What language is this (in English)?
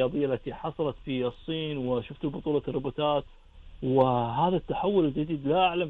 Gulf Arabic